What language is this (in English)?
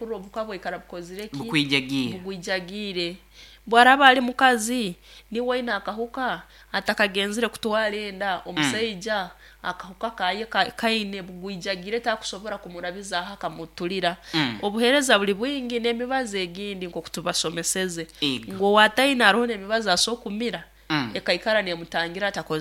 Nyankole